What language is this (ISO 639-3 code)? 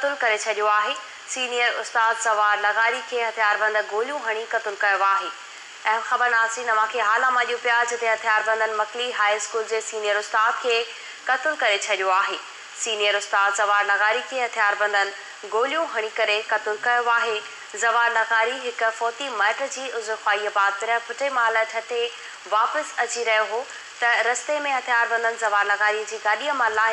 snd